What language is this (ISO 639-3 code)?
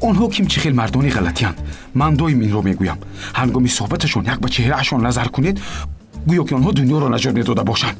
tgk